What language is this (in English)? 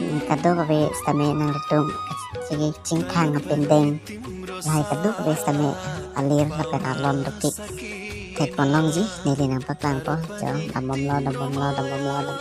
Karbi